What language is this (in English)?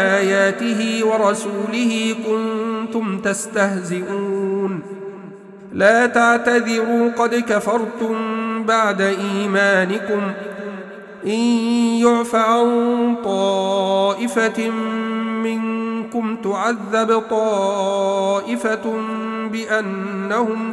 Arabic